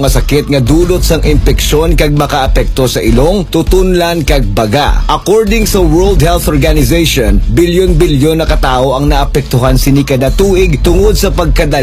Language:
Hiligaynon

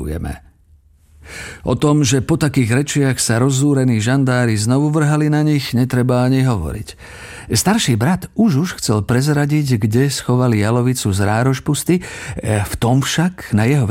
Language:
Slovak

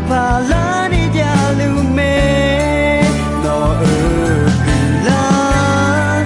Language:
Akha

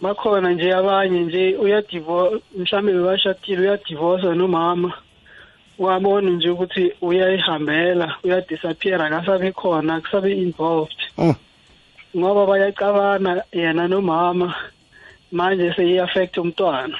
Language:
South Ndebele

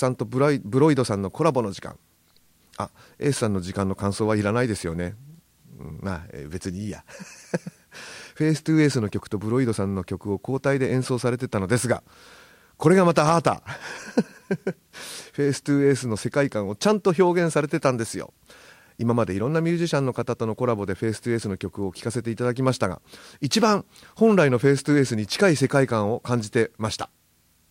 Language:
Japanese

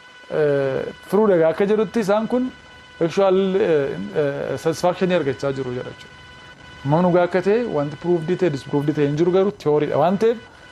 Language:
Oromo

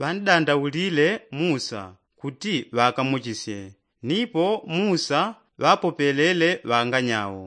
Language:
Yao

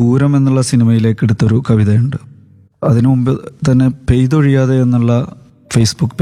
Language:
Malayalam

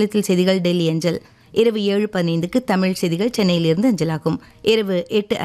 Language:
Tamil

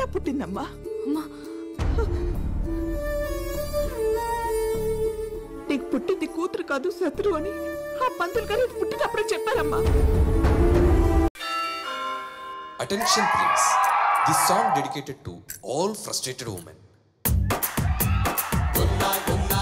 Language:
Telugu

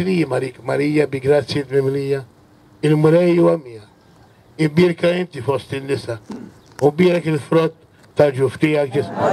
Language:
Maltese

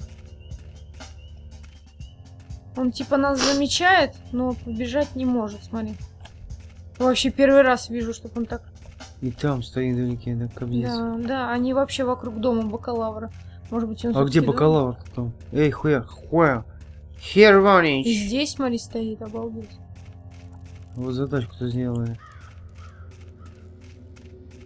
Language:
Russian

